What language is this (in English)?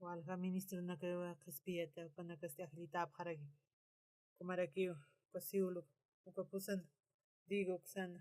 Aymara